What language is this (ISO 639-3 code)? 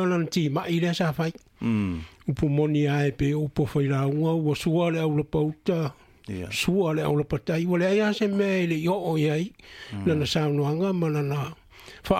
smo